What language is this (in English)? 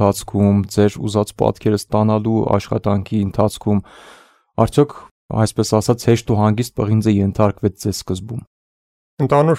Armenian